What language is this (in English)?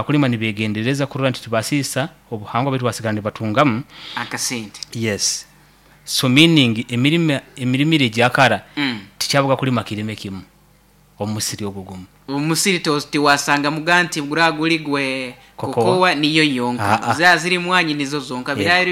Nyoro